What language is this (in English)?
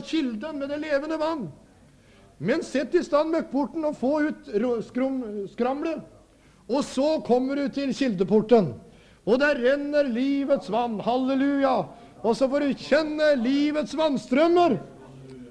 Norwegian